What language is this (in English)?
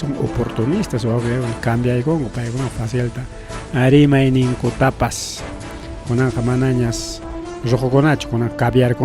Ayacucho Quechua